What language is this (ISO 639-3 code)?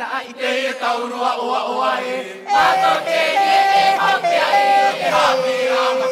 tah